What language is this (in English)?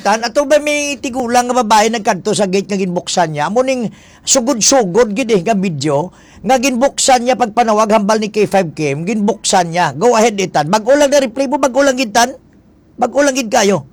Hiligaynon